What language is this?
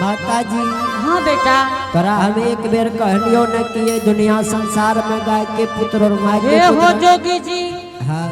Angika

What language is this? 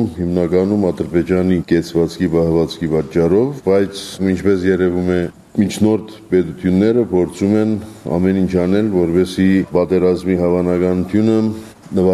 Armenian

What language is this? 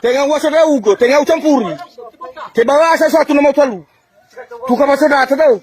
Nias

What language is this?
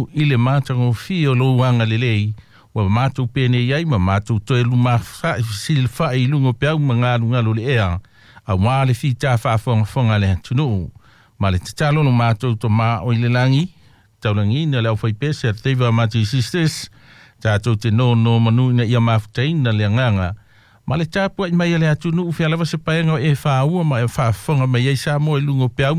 Samoan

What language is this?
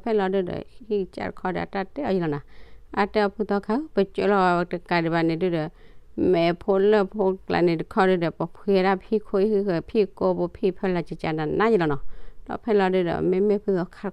S'gaw Karen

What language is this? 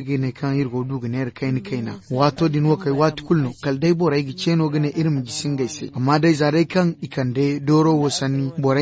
Zarma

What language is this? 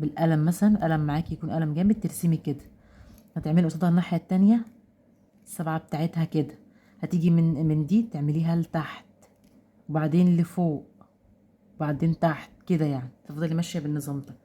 Egyptian Arabic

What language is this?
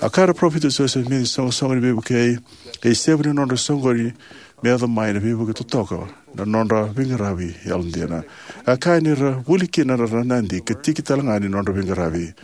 Fijian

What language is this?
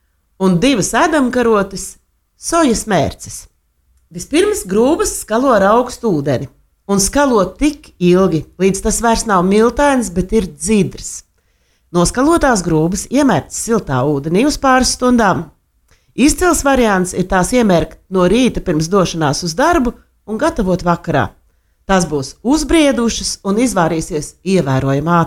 Latvian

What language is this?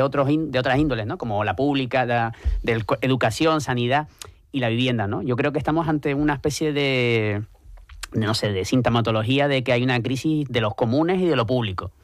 Spanish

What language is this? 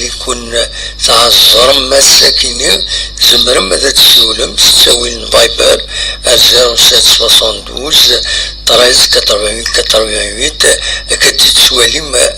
Kabyle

